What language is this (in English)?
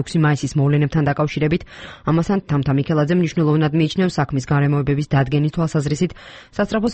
Georgian